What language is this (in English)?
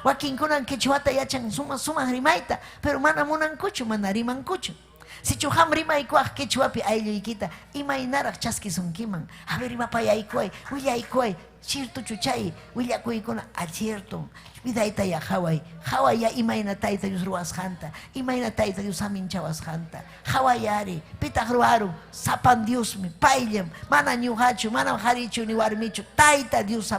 Ayacucho Quechua